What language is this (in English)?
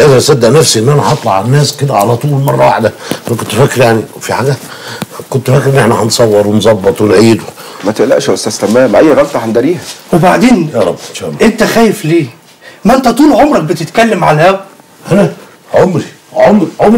Egyptian Arabic